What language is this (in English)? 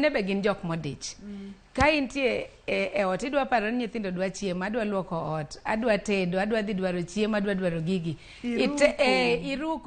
Luo (Kenya and Tanzania)